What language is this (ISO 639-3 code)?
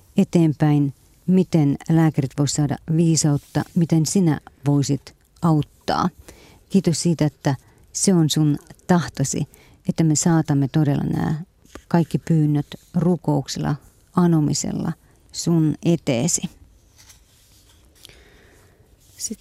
fin